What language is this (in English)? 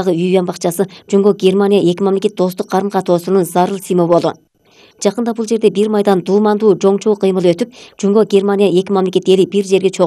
Kyrgyz